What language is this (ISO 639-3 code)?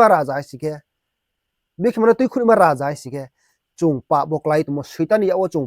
ria